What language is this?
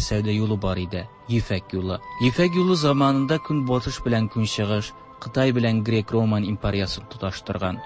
Tatar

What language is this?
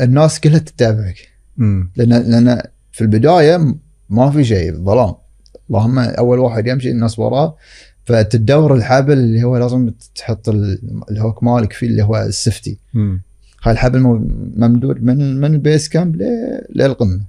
Gulf Arabic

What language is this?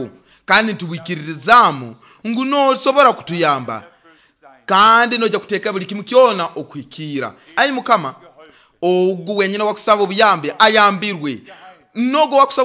Nyoro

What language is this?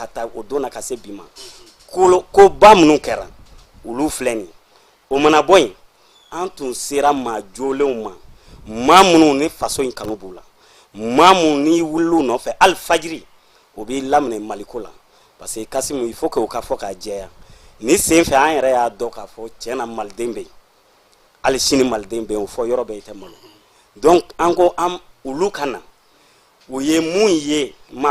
Bambara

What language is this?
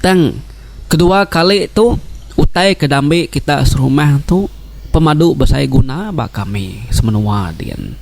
Iban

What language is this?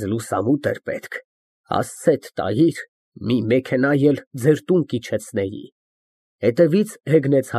Armenian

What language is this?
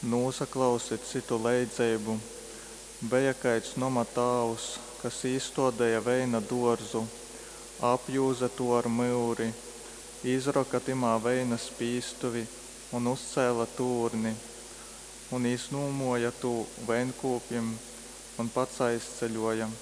Latgalian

